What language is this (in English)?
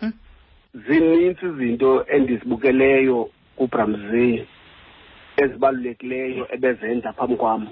Xhosa